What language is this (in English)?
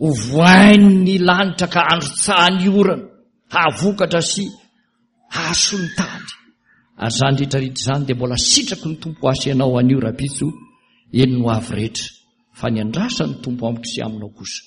Malagasy